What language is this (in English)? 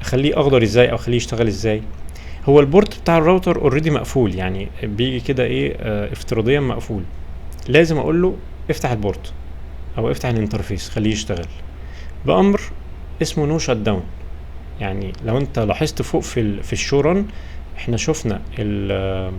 Egyptian Arabic